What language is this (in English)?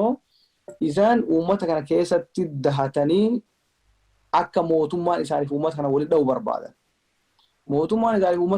Oromo